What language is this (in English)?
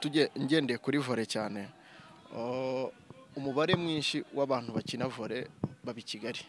Kinyarwanda